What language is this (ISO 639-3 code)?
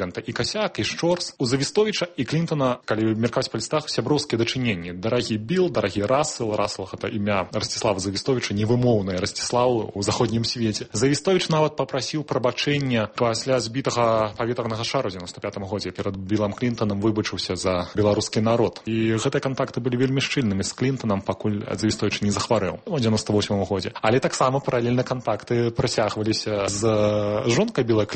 bel